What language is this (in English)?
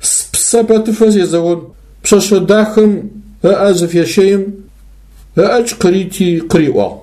Adyghe